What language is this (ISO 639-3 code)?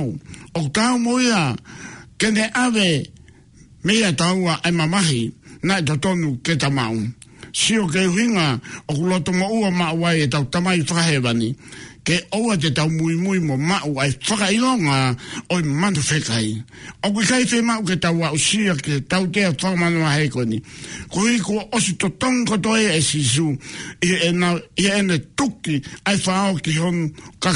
ton